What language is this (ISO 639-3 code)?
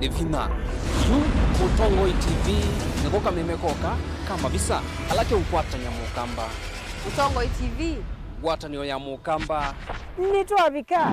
kam